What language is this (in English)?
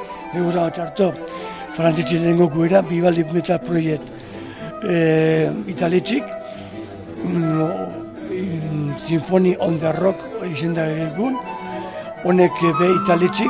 Basque